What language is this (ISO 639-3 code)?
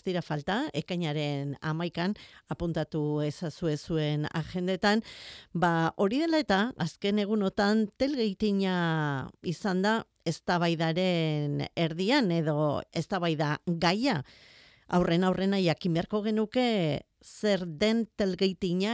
eus